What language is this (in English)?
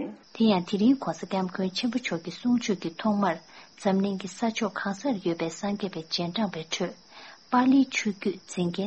Tibetan